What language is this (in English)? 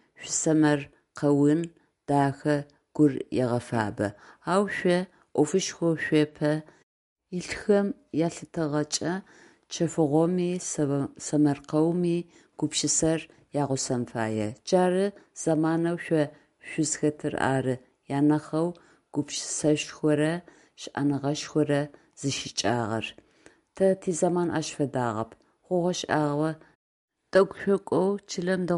Adyghe